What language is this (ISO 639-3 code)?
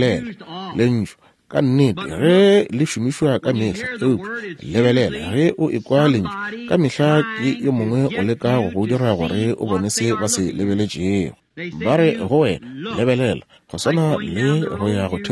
nso